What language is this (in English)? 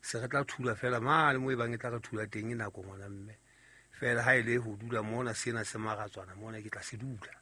Southern Sotho